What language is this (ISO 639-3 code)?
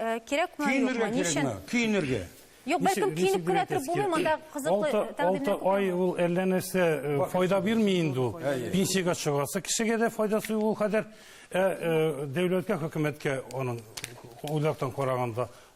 tat